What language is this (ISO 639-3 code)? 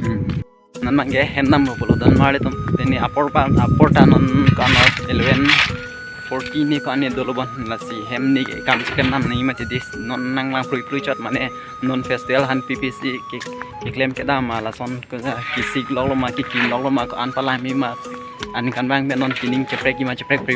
mjw